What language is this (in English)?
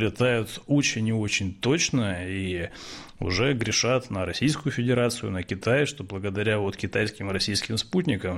Russian